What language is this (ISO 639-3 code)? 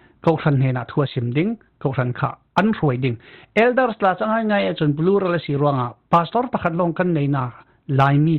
cfm